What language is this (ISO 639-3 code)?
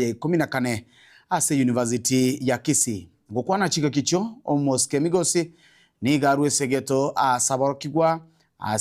guz